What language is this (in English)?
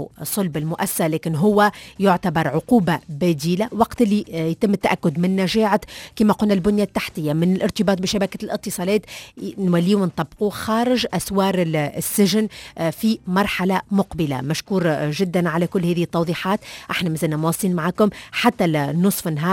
Tunisian Arabic